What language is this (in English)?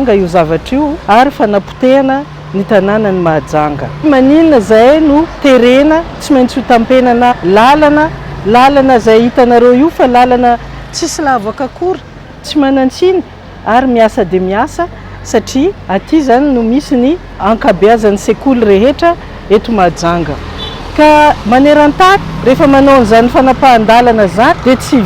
Malagasy